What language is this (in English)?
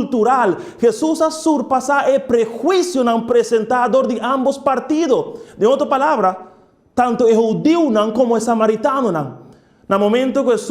Papiamento